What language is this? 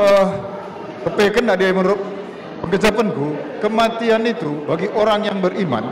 Batak Karo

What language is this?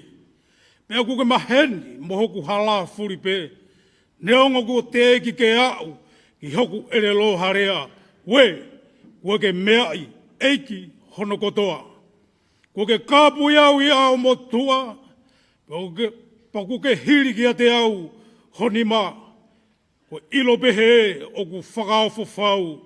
Tongan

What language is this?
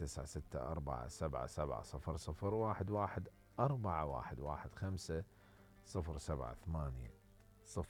Mesopotamian Arabic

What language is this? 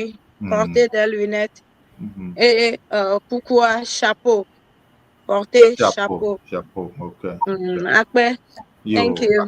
Ewe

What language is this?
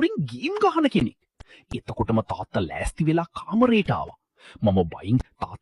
Sinhala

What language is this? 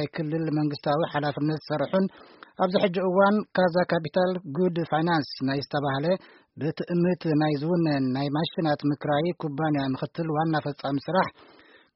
Tigrinya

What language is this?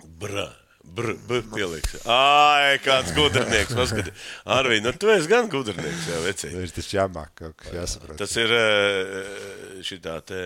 Latvian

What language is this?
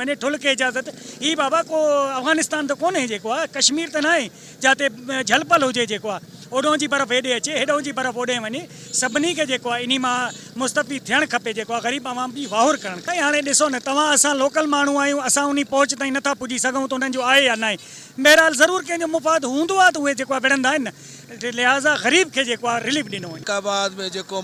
Sindhi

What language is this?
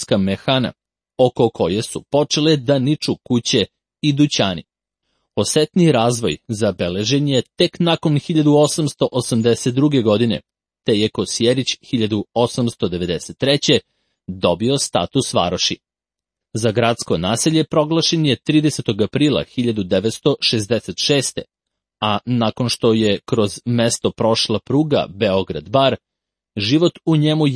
Serbian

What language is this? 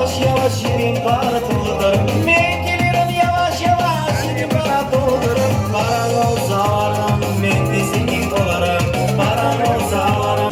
Crimean Tatar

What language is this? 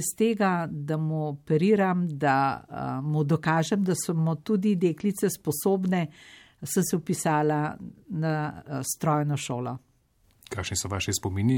Slovenian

